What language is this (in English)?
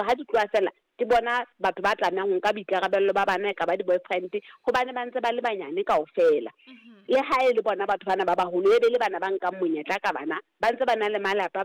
Southern Sotho